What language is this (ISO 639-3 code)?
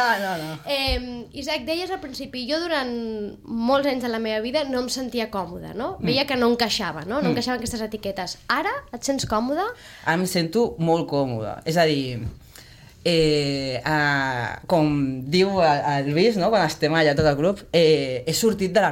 cat